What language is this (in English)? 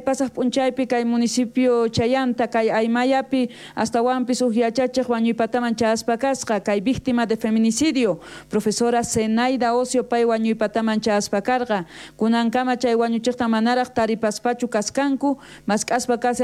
South Bolivian Quechua